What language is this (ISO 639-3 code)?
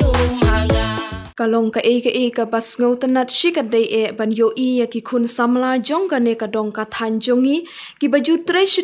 kha